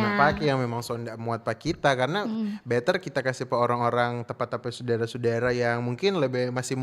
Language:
Manado Malay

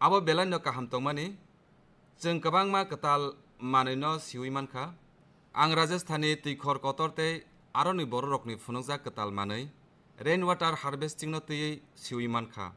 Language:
Kok Borok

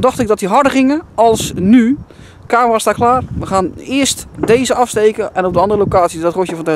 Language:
Dutch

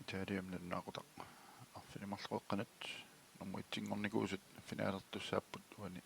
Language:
Kalaallisut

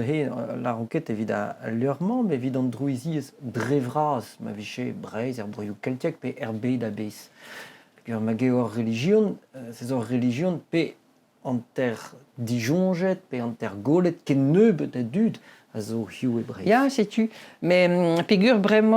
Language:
Breton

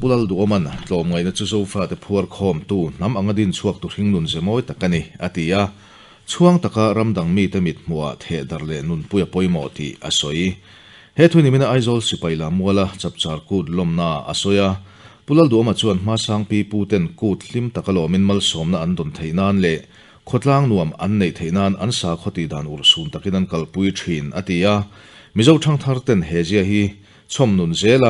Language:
Mizo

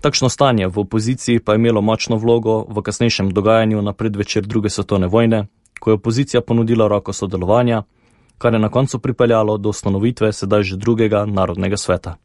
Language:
Slovenian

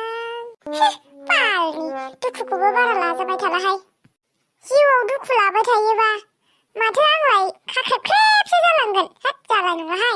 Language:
Bodo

